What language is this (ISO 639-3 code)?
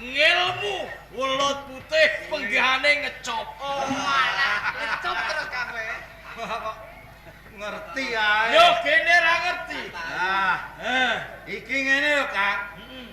jav